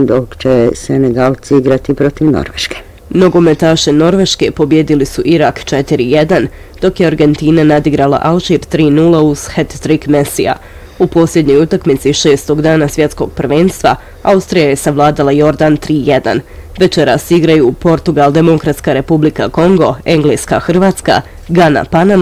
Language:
Bosnian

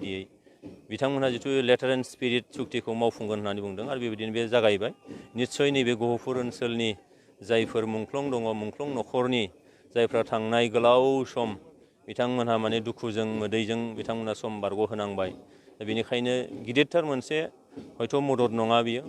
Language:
Bodo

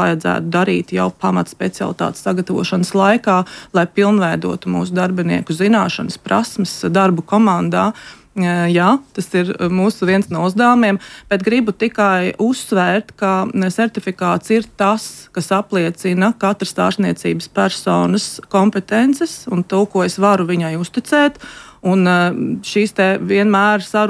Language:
Latvian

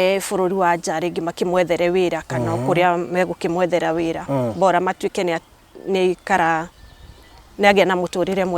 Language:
Kikuyu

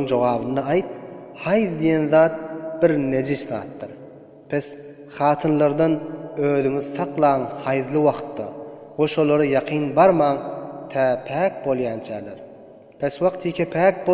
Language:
Turkmen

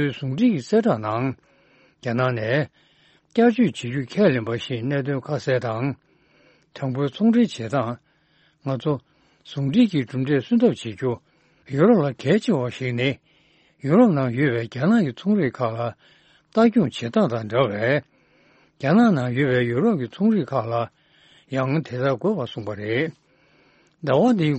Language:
Tibetan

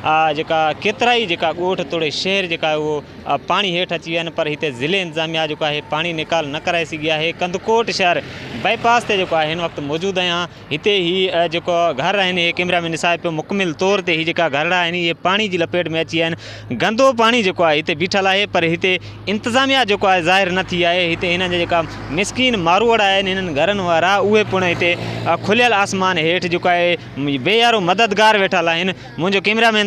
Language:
Sindhi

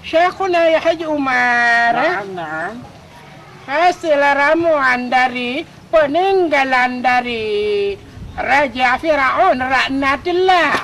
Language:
Achinese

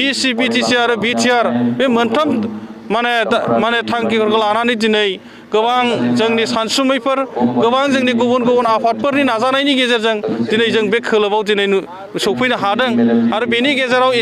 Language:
Bodo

